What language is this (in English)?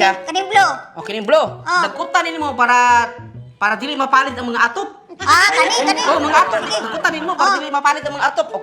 Cebuano